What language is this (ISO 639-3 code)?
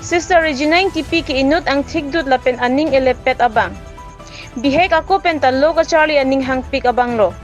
mjw